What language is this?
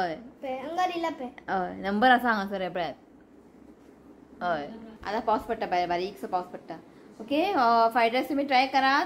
Konkani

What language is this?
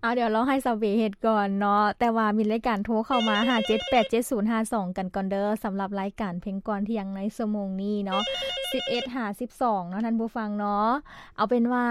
Lao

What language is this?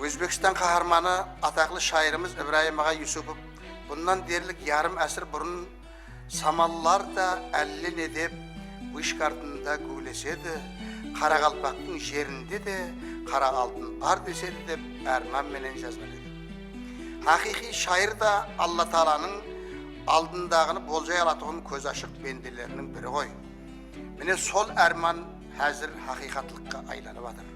Kara-Kalpak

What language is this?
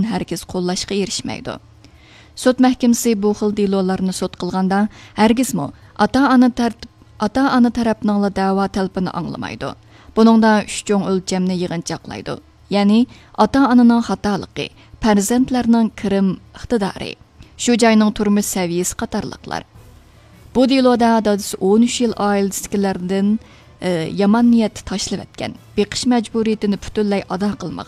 Uyghur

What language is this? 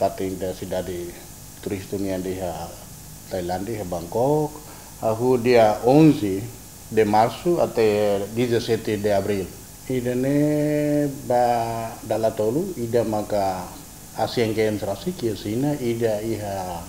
Tetum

